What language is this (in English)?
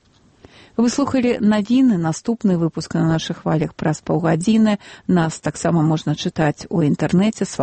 Belarusian